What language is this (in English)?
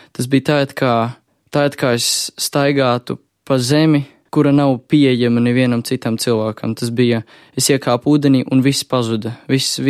Latvian